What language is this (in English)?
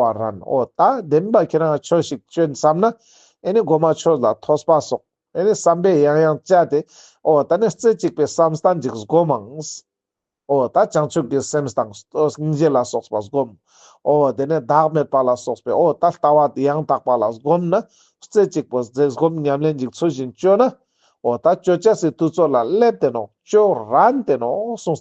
Ladakhi